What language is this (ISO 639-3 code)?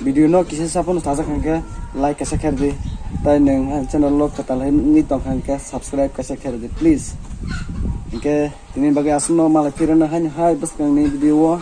trp